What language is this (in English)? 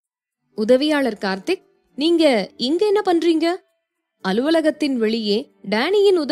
Tamil